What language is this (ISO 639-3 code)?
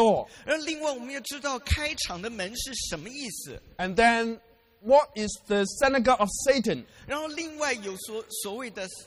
zho